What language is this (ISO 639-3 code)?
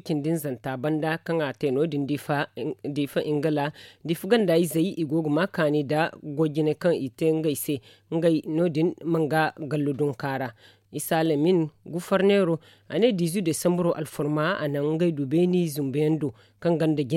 dje